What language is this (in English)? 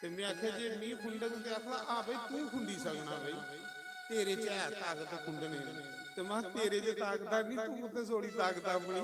Dogri